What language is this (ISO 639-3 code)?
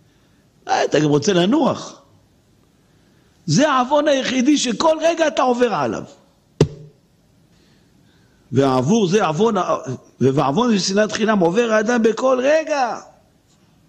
heb